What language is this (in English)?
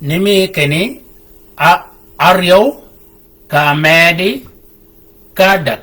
Shilluk